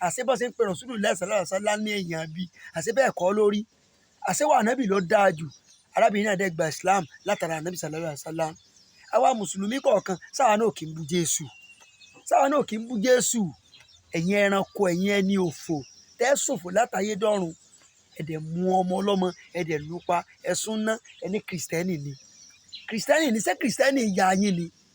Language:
Yoruba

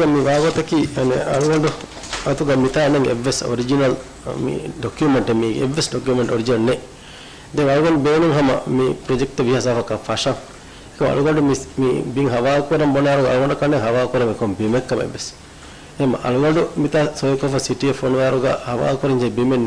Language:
Divehi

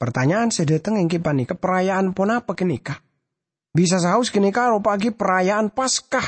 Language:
Madurese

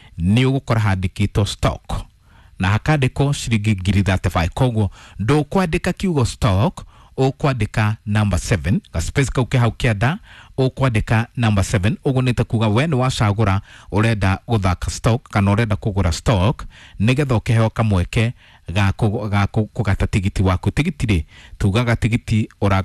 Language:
Kikuyu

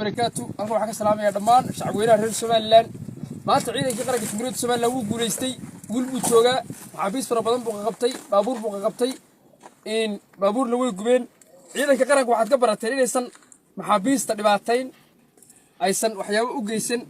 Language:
Somali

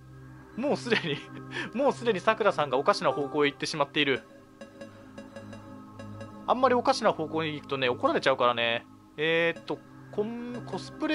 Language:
Japanese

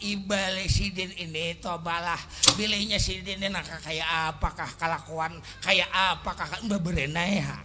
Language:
Banjar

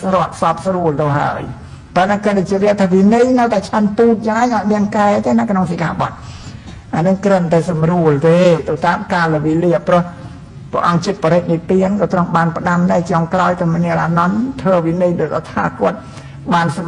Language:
Khmer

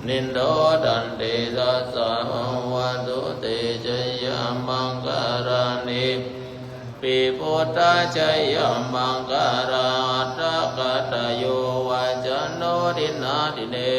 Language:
Pali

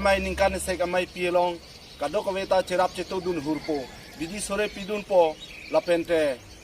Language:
Karbi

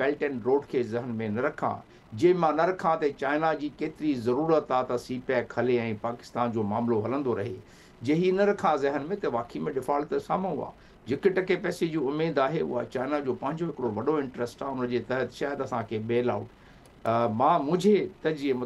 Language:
Sindhi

